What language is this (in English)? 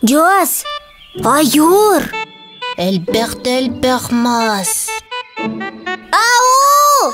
Yakut